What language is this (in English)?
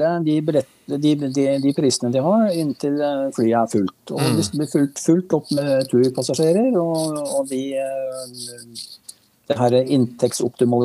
Norwegian